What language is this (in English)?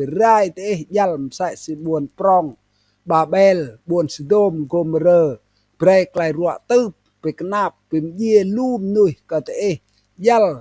Rade